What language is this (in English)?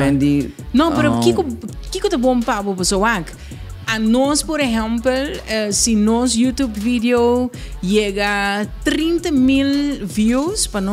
Papiamento